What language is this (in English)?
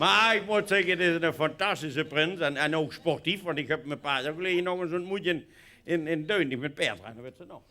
Limburgish